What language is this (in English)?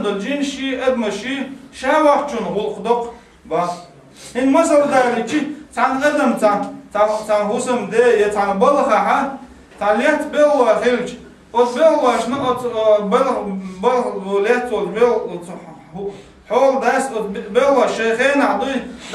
Chechen